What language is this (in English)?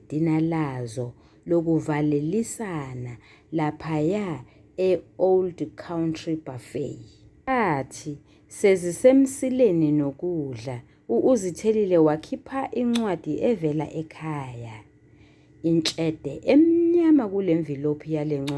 Zulu